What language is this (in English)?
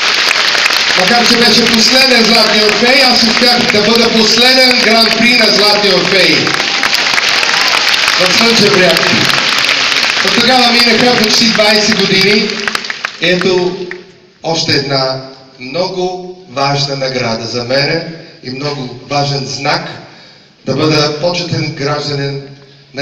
Bulgarian